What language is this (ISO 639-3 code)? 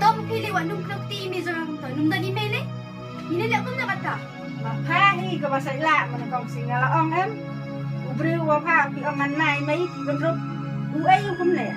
kha